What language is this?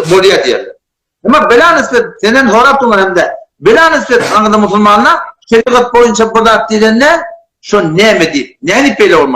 Turkmen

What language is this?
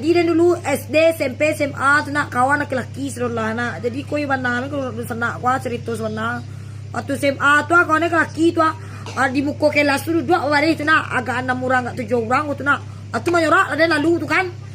Minangkabau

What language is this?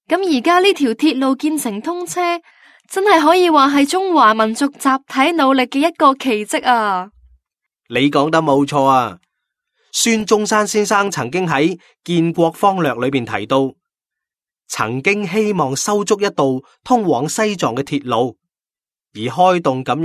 Cantonese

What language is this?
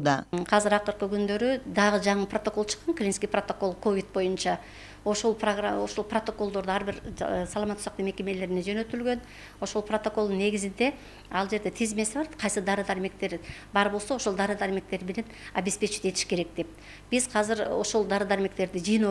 Kyrgyz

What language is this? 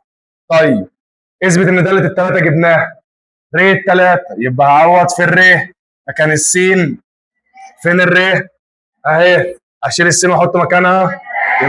Egyptian Arabic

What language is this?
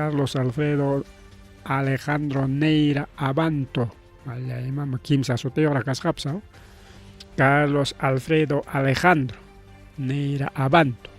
Ayacucho Quechua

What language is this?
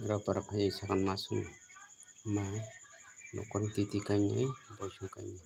Kok Borok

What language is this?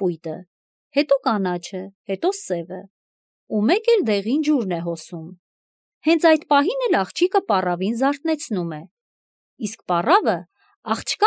Armenian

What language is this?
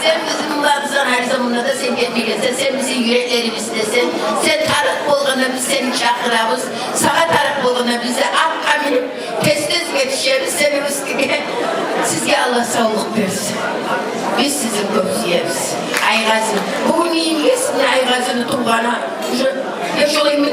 Kumyk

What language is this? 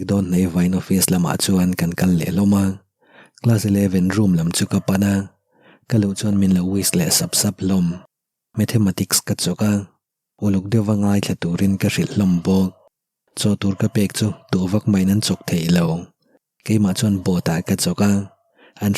Mizo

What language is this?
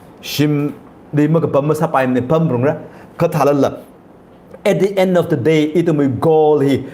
Tangkhul Naga (India)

